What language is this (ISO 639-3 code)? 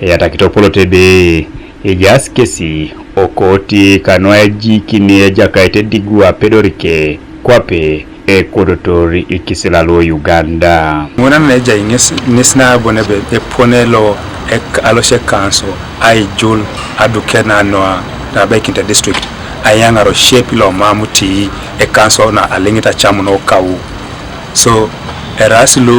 teo